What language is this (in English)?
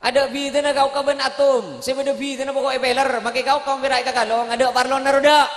Madurese